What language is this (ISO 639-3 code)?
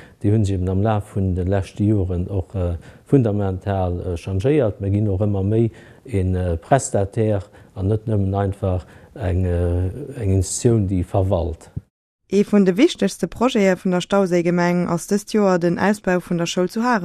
ltz